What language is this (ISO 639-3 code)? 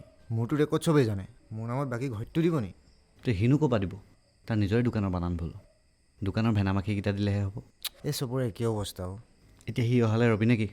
asm